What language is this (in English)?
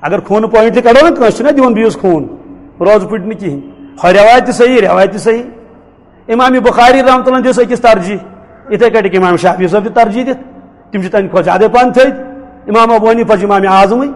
Kashmiri